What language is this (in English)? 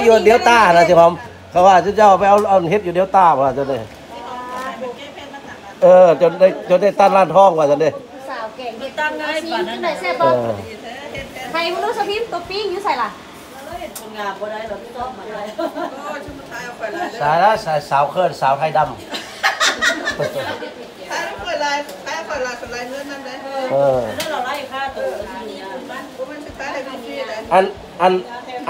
Northeastern Thai